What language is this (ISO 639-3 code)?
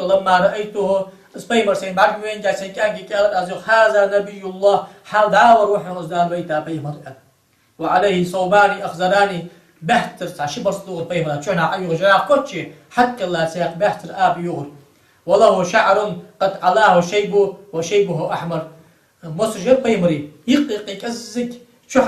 inh